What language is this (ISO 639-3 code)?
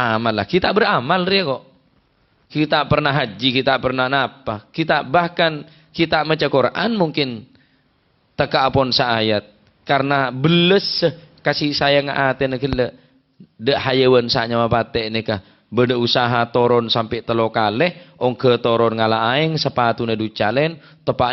mad